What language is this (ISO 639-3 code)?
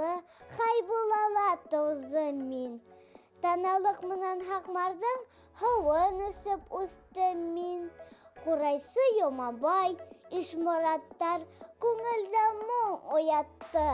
bak